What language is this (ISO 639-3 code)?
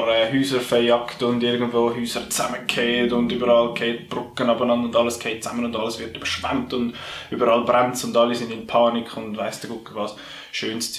gsw